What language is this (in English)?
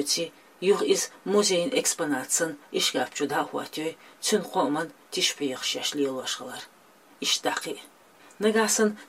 Chechen